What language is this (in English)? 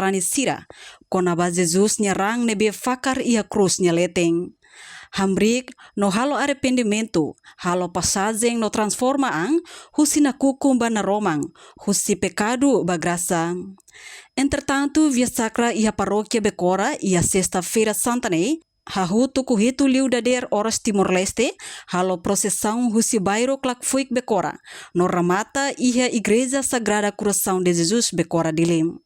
Tetum